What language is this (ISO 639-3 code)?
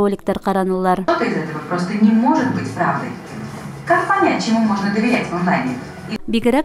bak